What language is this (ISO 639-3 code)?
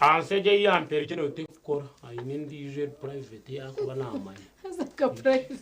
nyn